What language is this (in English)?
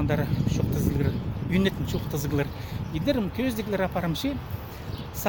Khakas